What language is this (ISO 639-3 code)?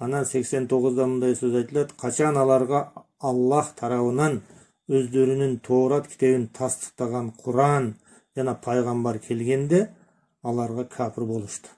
kir